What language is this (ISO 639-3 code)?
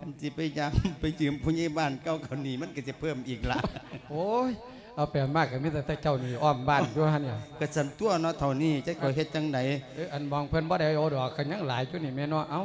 lao